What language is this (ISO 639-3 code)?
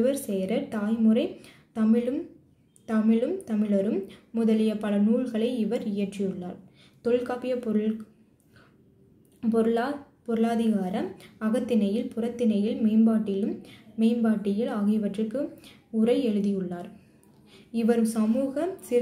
tam